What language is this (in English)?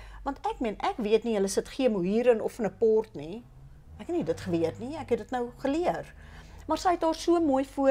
Afrikaans